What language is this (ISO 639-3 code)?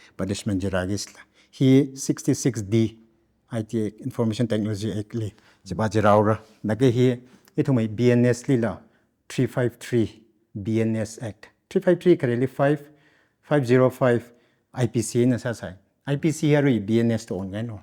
nmf